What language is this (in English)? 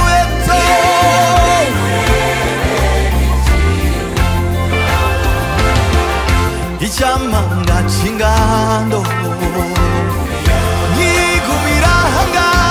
Kinyarwanda